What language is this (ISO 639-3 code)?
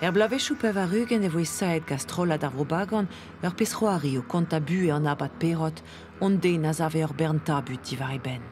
bre